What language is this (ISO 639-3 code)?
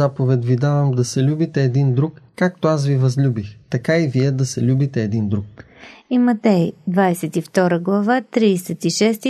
bul